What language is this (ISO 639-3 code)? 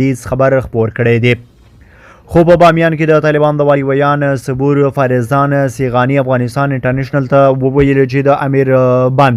pus